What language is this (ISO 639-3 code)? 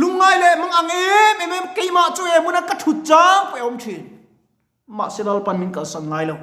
lus